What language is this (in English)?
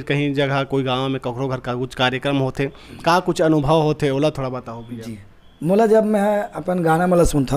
Chhattisgarhi